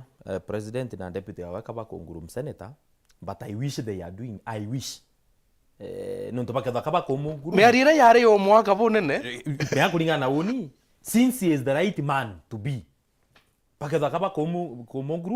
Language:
Meru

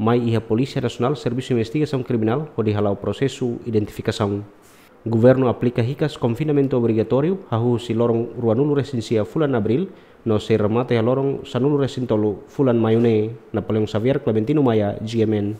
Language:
Tetum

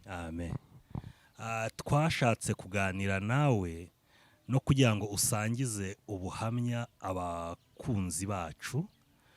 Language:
Kinyarwanda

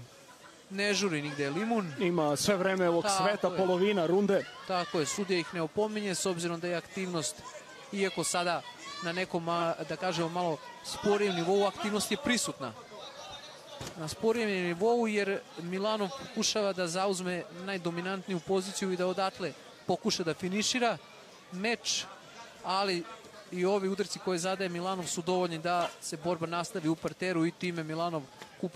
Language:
Serbian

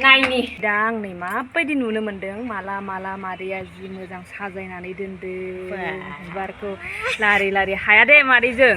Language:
Bodo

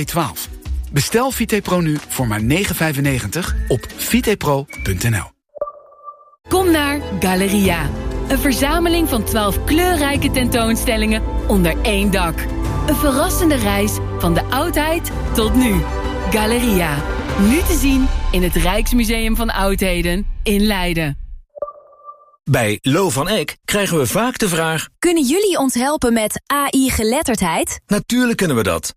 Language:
Dutch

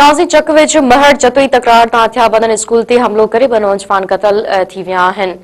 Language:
Sindhi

